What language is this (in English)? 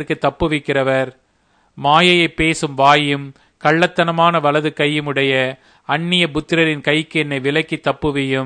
Tamil